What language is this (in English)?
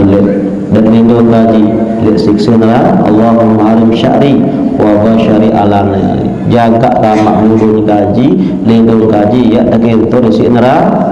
Sasak